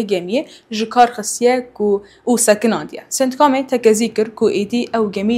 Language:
Kurdish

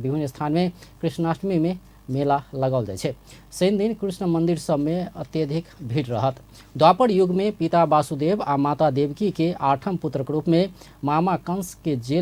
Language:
Maithili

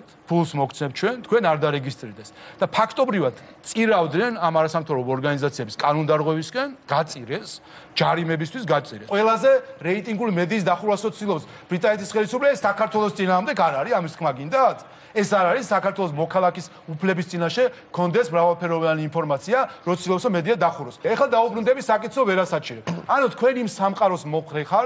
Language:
Georgian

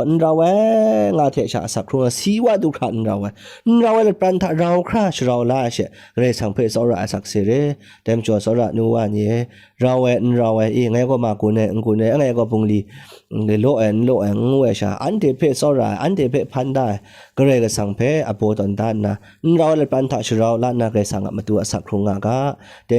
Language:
Kachin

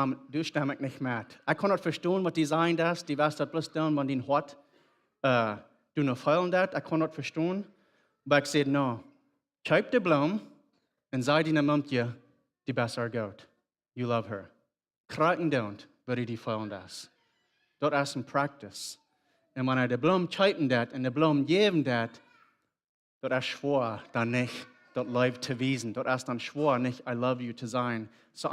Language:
Plautdietsch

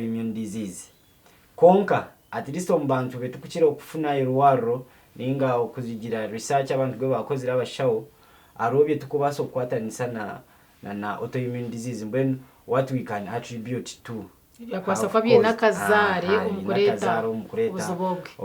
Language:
Nyankole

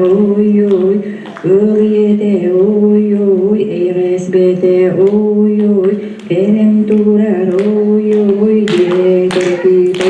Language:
Yakut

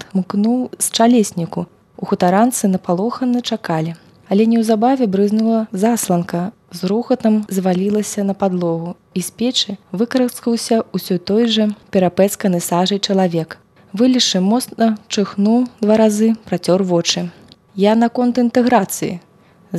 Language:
Belarusian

